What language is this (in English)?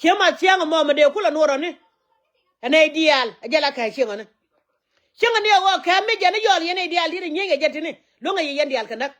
Nuer